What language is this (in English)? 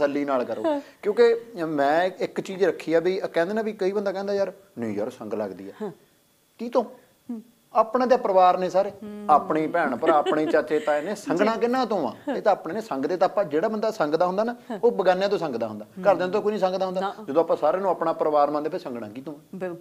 Punjabi